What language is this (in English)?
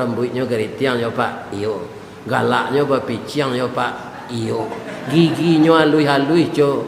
Minangkabau